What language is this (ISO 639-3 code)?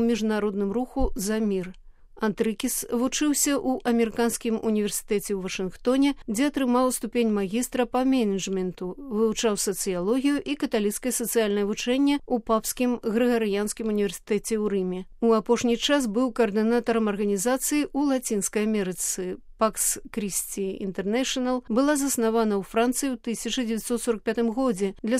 bel